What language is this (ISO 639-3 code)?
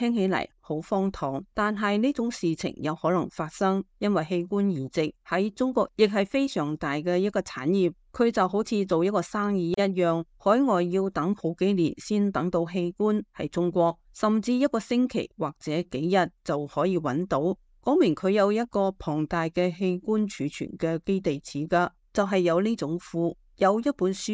yue